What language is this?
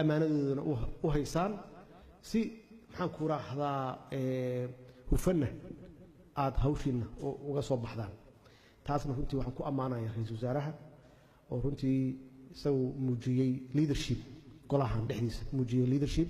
Somali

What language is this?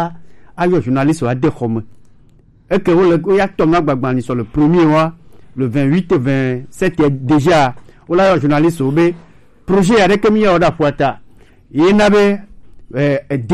Gen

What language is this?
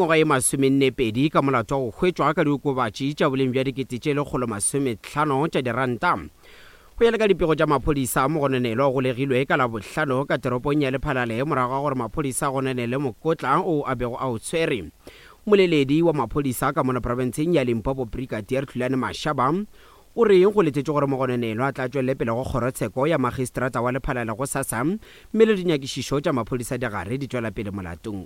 Northern Sotho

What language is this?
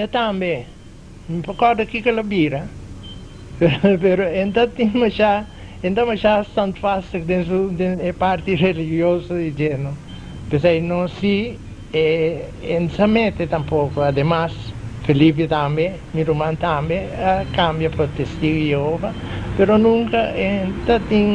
Papiamento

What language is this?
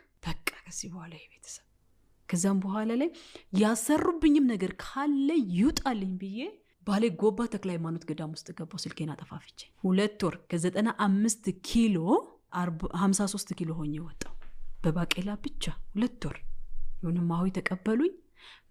Amharic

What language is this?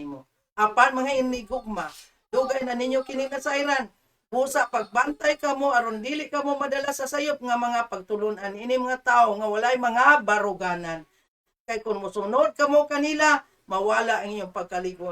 Cebuano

